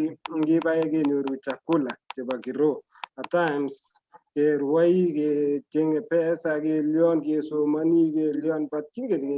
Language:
Kalenjin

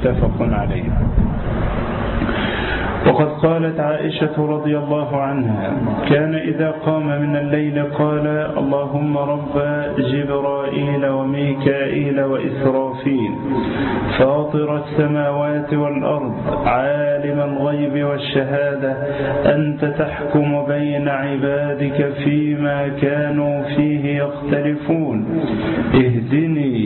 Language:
Arabic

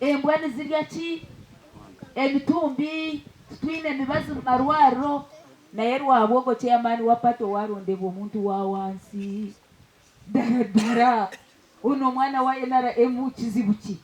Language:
Nyankole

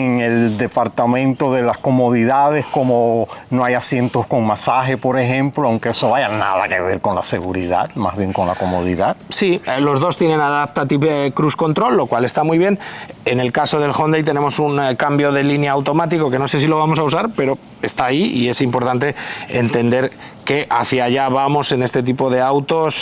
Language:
Spanish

